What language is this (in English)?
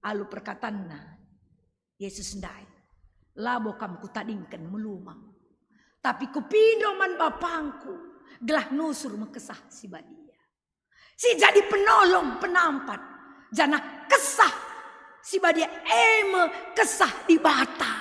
Batak Karo